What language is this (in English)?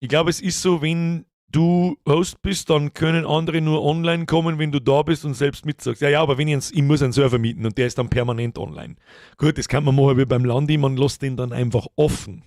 Bavarian